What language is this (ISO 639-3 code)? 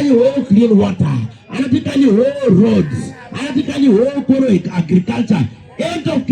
ach